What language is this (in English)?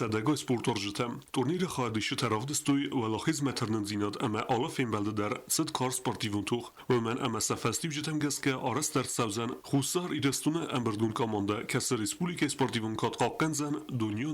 Ossetic